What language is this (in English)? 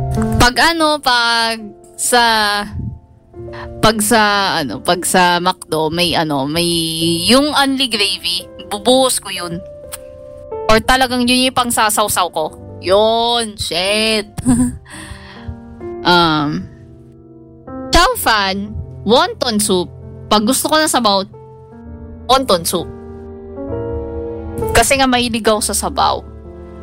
Filipino